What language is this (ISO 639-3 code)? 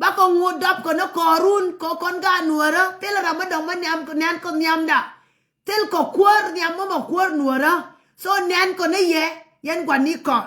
nus